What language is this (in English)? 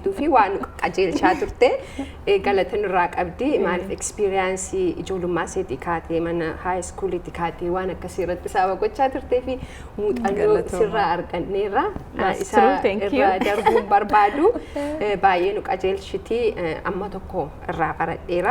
Oromo